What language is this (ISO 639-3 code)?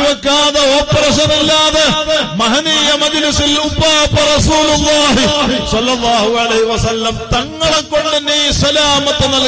mal